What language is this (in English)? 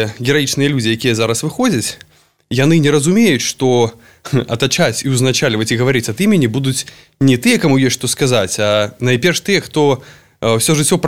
Belarusian